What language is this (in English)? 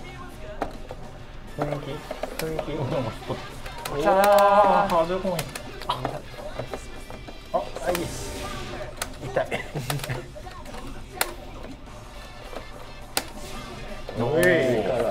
Japanese